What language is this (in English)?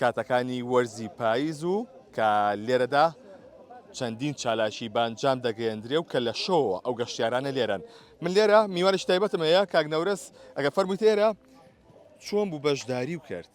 Central Kurdish